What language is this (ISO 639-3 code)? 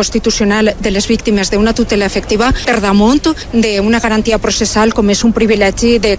cat